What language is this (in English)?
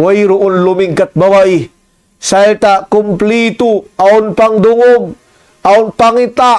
Tausug